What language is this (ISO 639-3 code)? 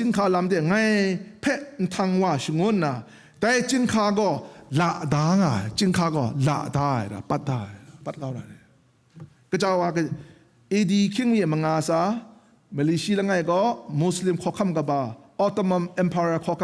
kac